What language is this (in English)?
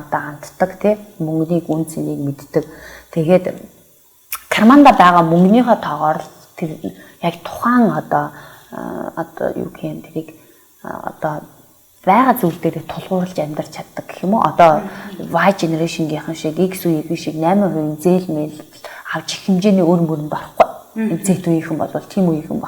Mongolian